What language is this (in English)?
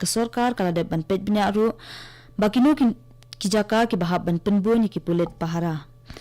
Khasi